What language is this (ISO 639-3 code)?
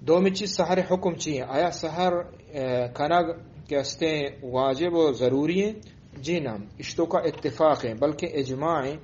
bgp